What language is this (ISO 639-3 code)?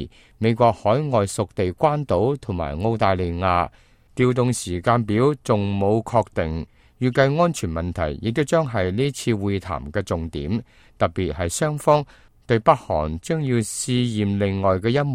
yue